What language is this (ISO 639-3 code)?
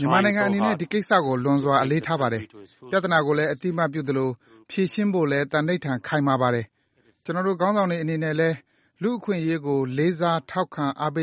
mya